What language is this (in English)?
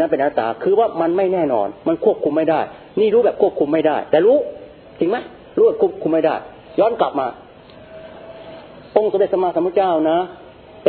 Thai